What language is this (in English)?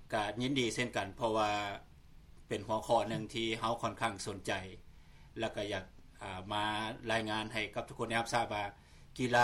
Lao